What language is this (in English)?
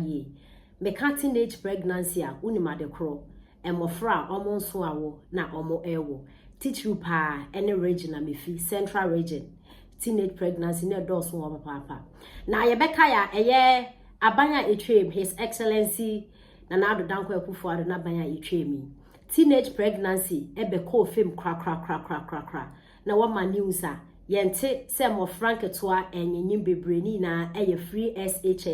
Akan